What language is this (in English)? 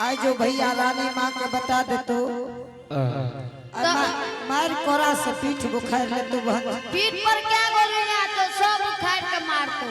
Angika